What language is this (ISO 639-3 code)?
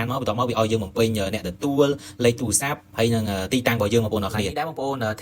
khm